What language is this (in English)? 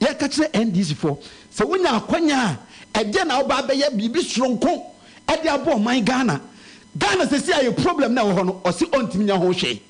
Akan